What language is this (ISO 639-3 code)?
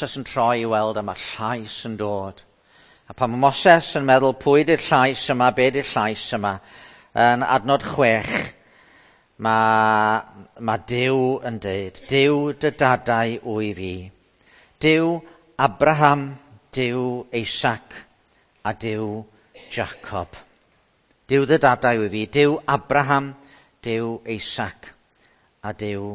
cym